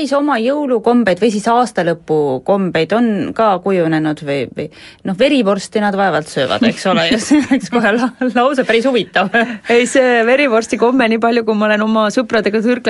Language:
Estonian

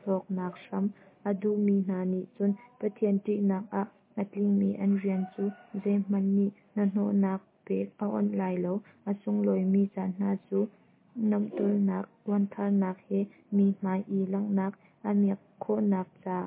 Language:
Hakha Chin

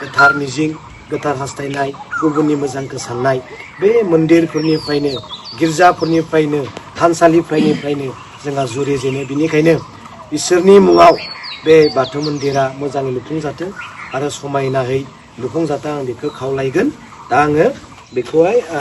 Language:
Bodo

